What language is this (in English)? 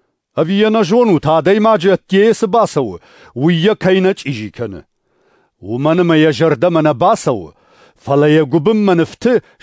Ossetic